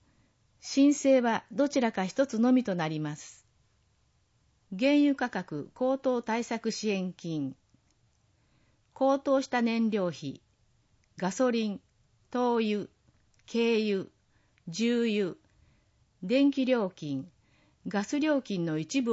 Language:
Japanese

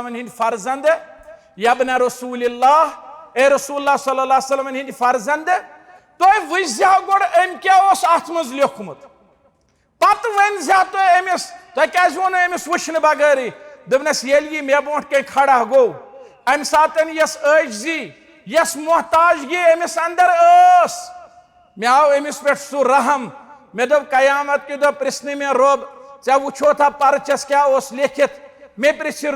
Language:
Kashmiri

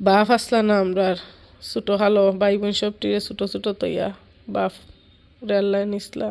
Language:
Sylheti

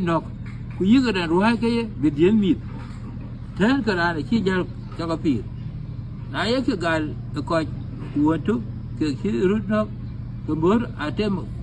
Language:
Dinka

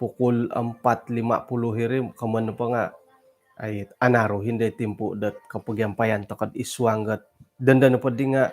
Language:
Central Dusun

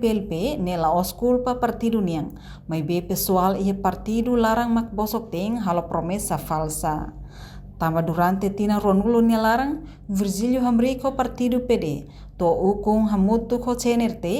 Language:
Tetum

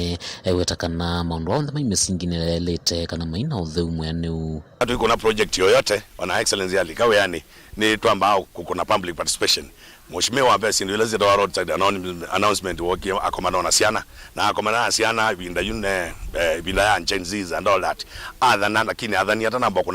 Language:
Kamba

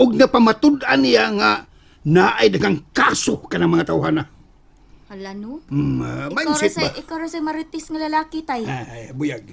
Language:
Cebuano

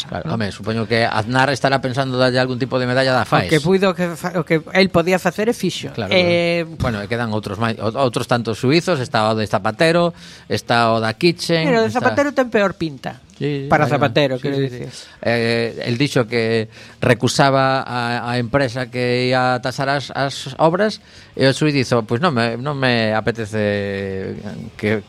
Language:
Galician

